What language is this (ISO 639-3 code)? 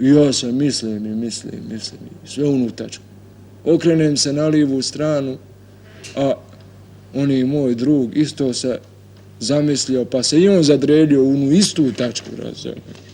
bos